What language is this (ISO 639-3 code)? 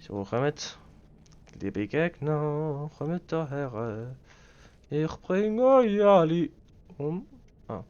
gsw